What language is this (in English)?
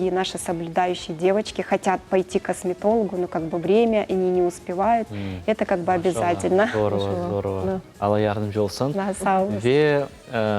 Crimean Tatar